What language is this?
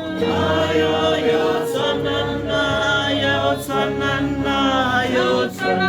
Tswana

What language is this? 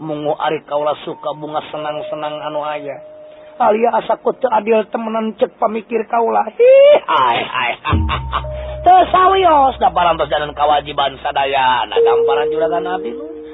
Sundanese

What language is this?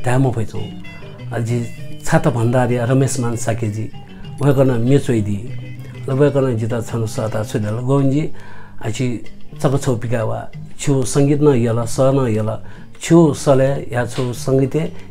Newari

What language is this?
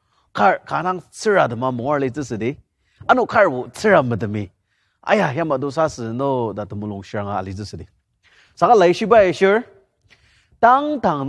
Ao Naga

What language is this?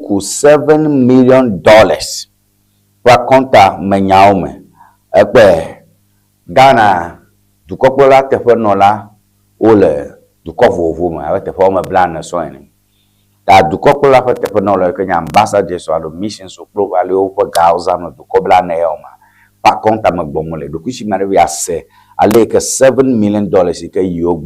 Ewe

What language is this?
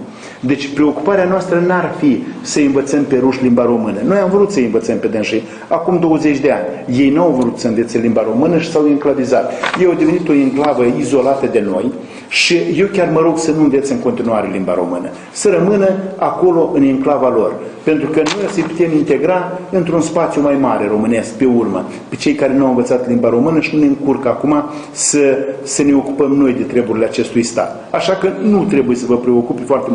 Romanian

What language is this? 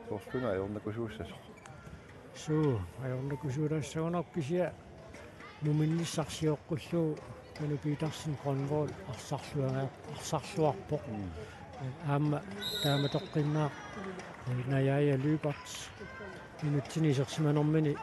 Kalaallisut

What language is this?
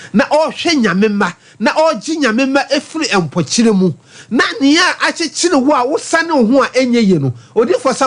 Akan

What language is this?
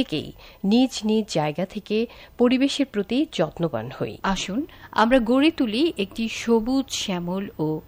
Bangla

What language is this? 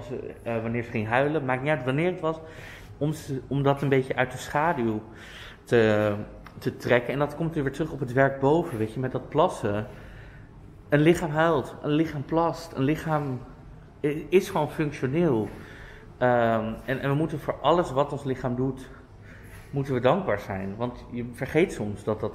Dutch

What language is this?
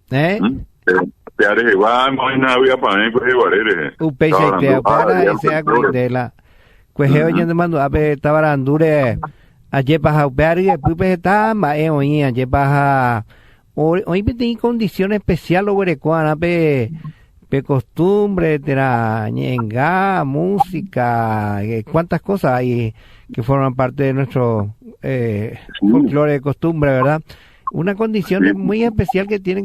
Guarani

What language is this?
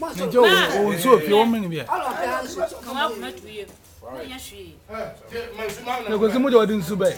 Shona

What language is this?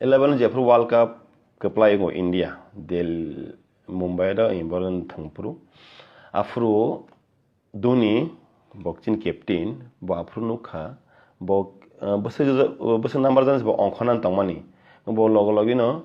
Kok Borok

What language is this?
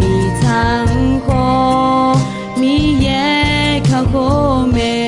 Akha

